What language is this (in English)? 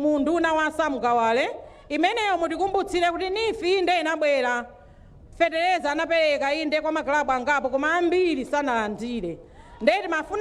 Nyanja